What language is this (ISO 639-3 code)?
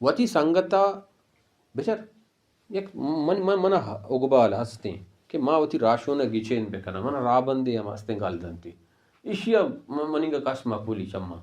bal